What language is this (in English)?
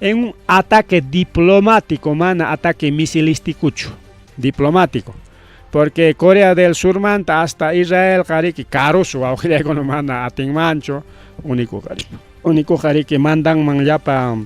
Ayacucho Quechua